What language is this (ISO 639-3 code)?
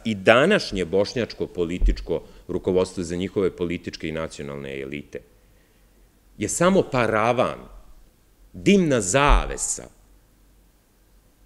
srp